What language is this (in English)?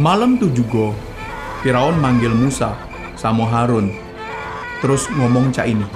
Musi